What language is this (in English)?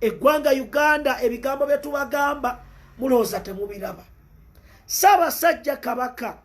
Ganda